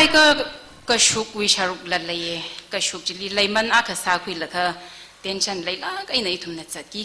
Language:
Tangkhul Naga (India)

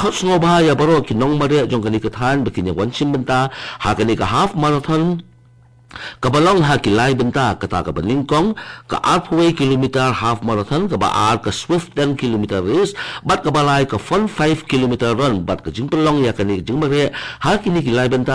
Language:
Khasi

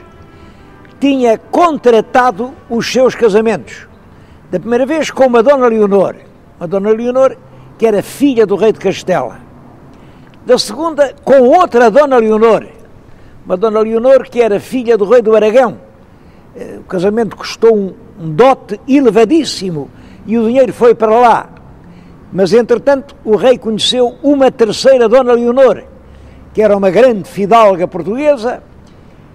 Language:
Portuguese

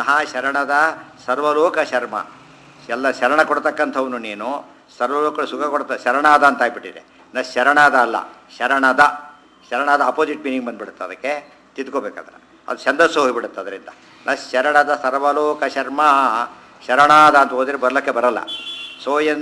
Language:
Kannada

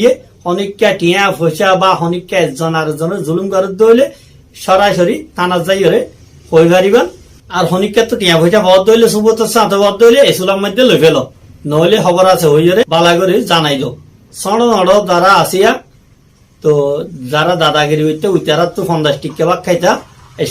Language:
Rohingya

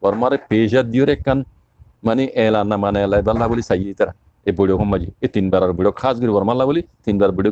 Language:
Rohingya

